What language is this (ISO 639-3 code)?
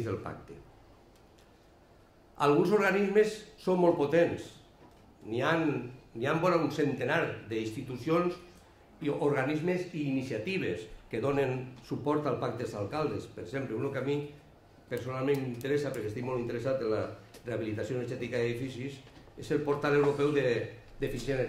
cat